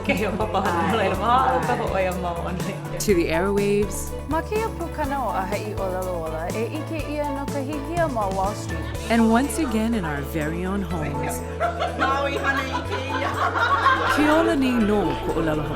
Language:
Hawaiian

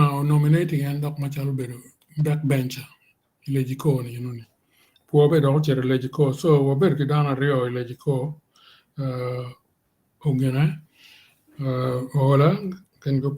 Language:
Acoli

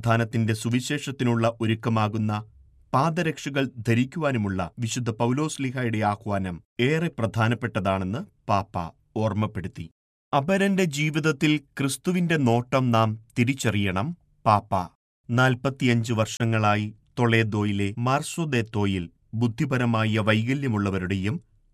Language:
Malayalam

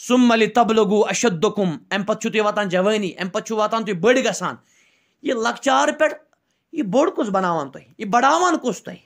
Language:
Kashmiri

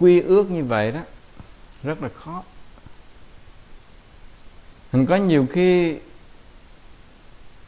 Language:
Vietnamese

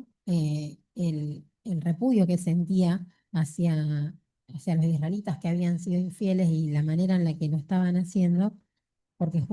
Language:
Guarani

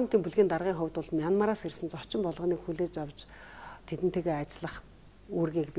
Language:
Mongolian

